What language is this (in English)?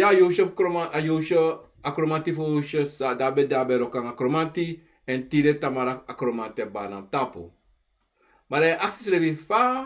Sranan Tongo